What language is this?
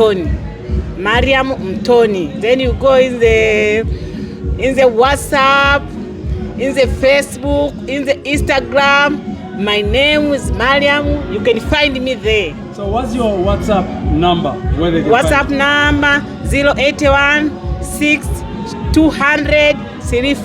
Herero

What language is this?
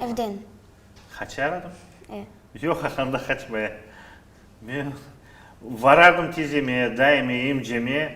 Crimean Tatar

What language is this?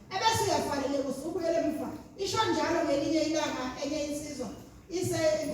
Zulu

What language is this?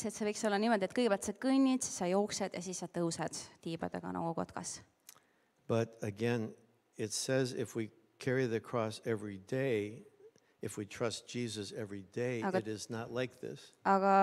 Estonian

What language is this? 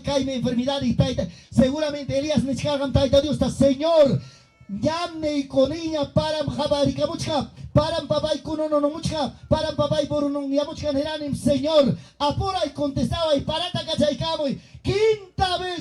Ayacucho Quechua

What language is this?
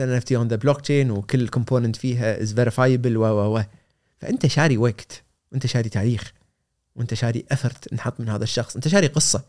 Gulf Arabic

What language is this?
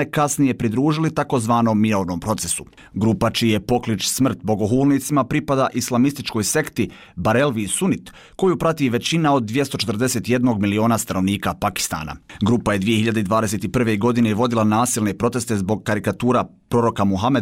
Bosnian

